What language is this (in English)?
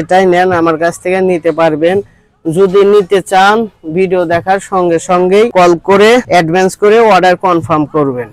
Bangla